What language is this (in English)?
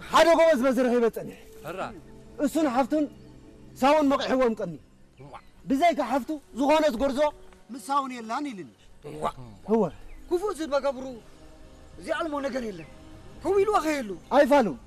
Tigrinya